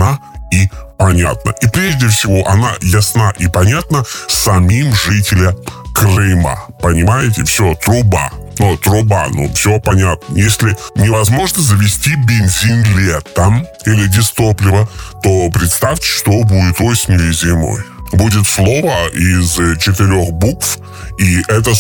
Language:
Russian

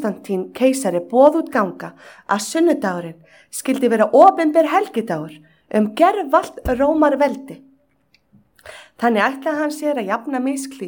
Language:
Icelandic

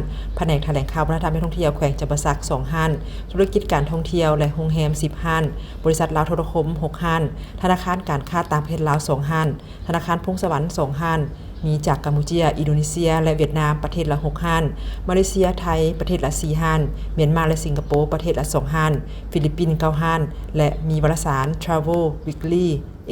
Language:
Lao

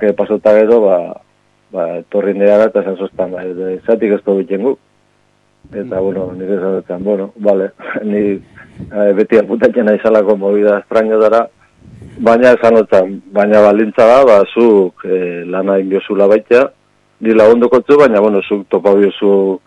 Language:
Basque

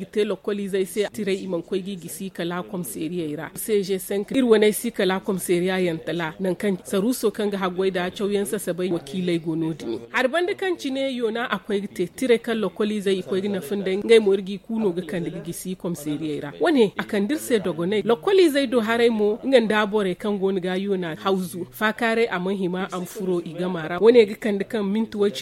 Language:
Zarma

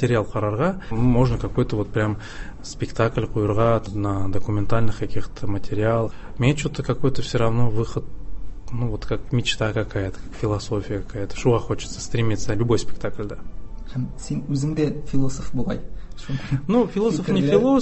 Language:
Tatar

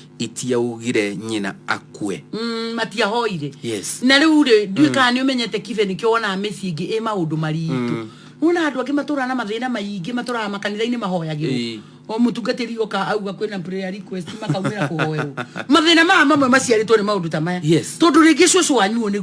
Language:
Kikuyu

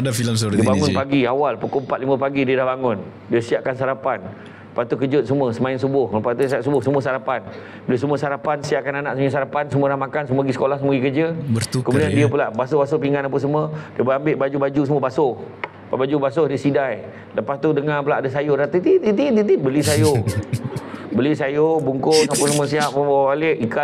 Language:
Malay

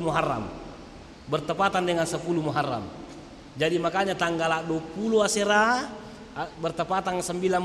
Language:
Buginese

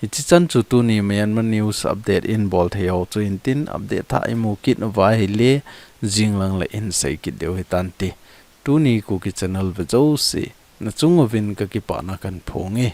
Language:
Thado Chin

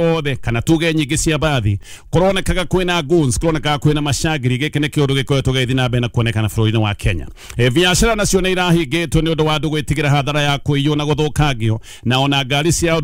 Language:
Kikuyu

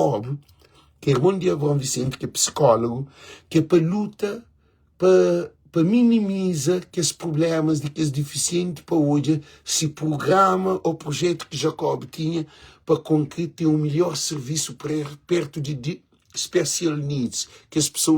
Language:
Kabuverdianu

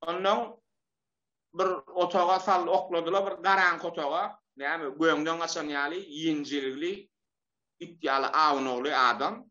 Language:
Turkmen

